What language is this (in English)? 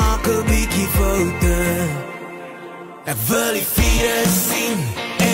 Afrikaans